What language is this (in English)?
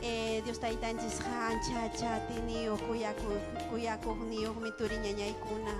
Ayacucho Quechua